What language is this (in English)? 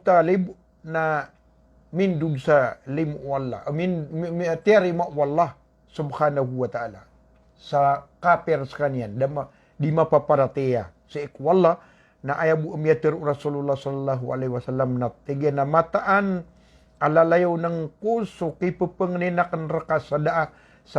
Maranao